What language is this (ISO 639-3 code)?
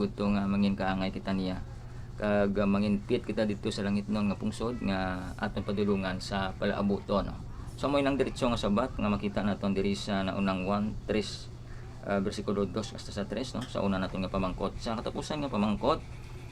hil